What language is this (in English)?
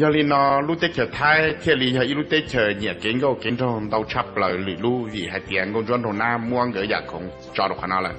Hmong